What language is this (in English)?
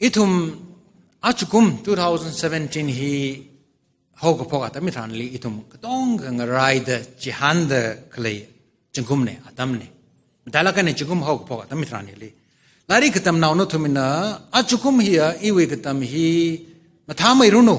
Tangkhul Naga (India)